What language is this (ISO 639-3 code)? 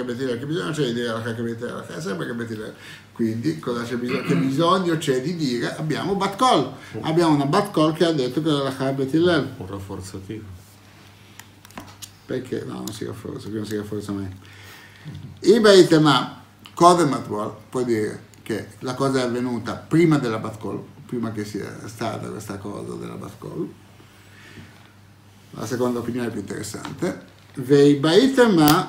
ita